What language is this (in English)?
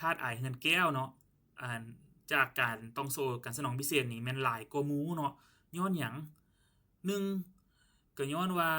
Lao